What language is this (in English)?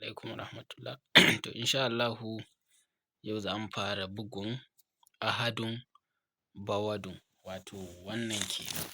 Hausa